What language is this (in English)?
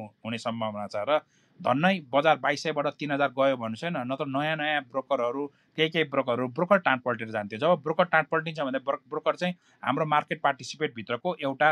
Nepali